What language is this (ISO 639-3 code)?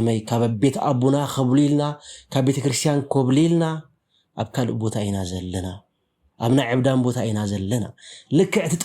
tir